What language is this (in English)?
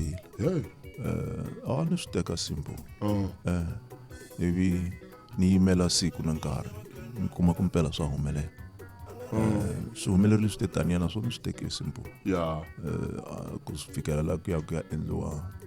Tsonga